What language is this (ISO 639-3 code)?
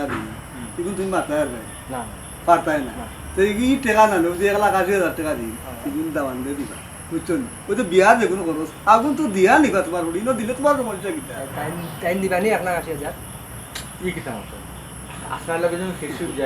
syl